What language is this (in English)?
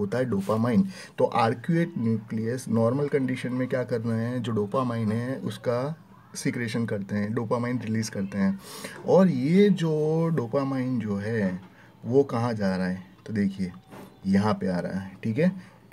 Hindi